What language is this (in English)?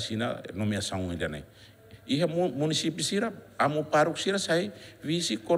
Tetum